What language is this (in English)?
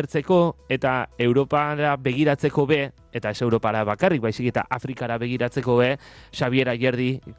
Basque